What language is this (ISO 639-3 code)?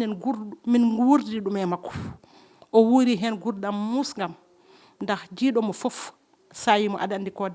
ful